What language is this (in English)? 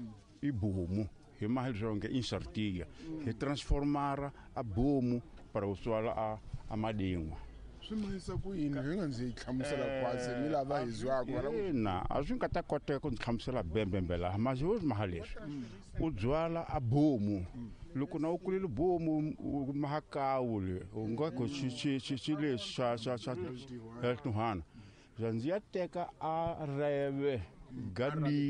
Tsonga